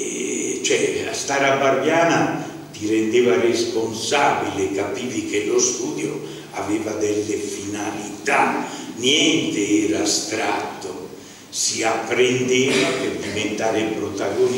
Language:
Italian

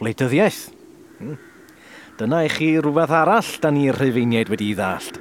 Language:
Welsh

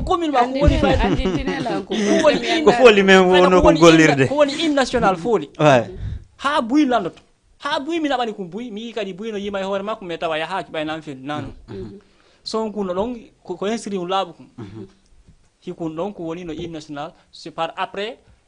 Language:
Fula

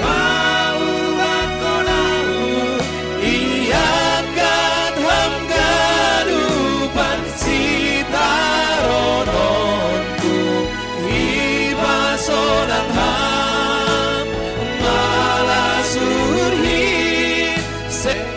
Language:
Batak Simalungun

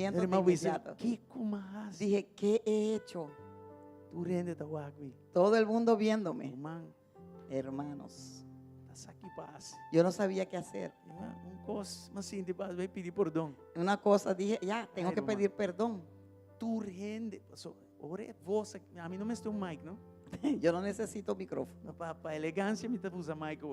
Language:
Papiamento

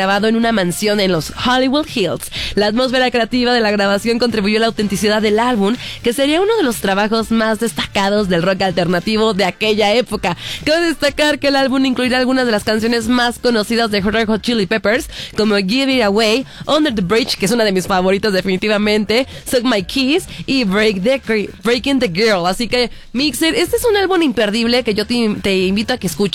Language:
Spanish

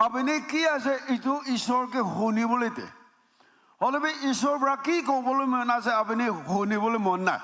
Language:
Naga Pidgin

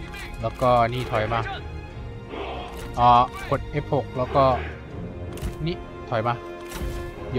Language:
Thai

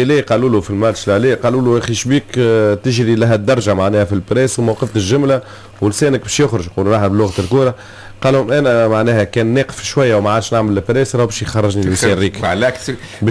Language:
Tunisian Arabic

